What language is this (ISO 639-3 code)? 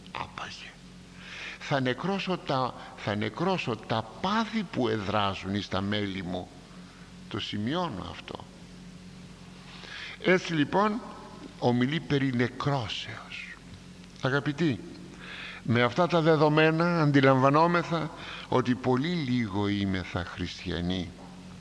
ell